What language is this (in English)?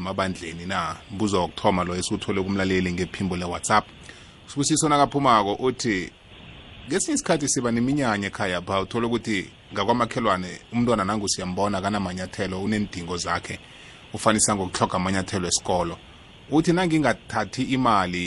South Ndebele